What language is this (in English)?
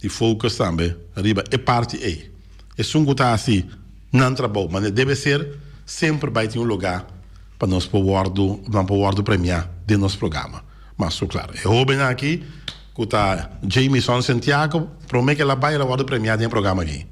Papiamento